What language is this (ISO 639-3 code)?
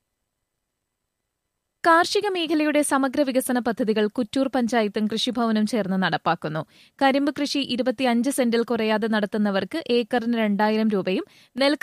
mal